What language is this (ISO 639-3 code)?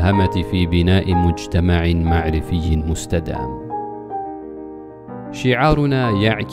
ara